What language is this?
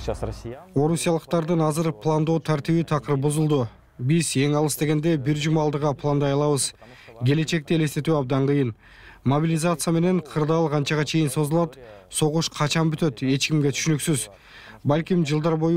Kyrgyz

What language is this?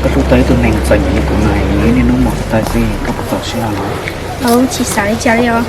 Hmong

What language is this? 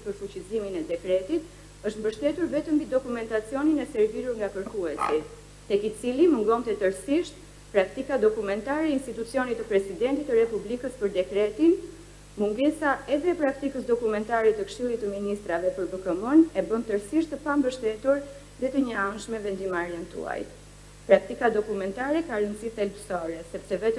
Albanian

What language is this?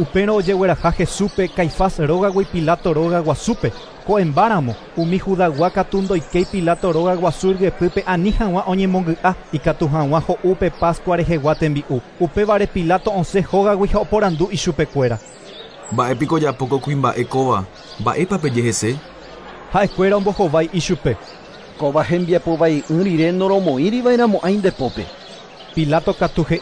Guarani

